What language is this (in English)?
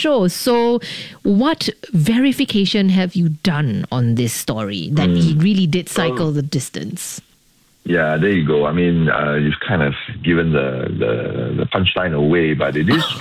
English